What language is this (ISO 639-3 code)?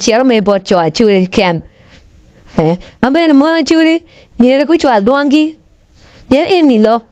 ach